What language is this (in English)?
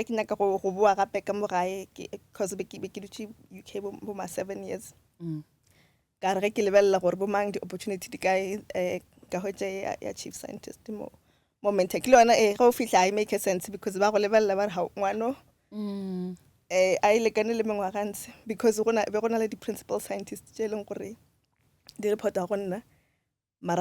Northern Sotho